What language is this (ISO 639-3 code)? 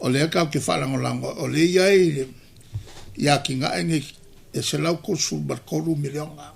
smo